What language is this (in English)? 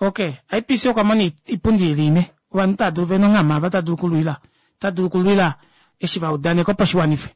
Kuanyama